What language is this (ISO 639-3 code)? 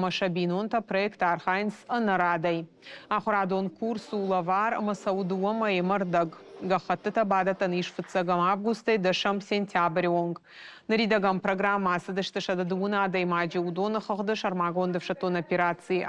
oss